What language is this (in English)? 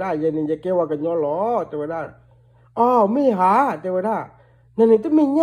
S'gaw Karen